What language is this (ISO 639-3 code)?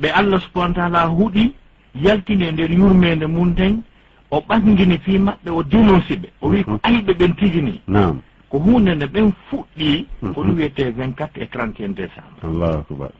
ful